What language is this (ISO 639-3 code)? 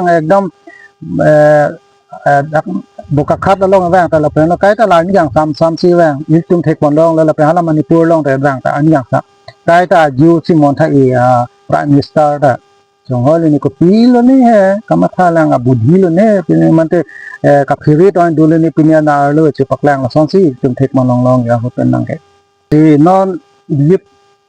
mjw